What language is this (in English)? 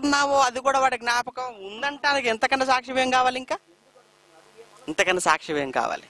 Telugu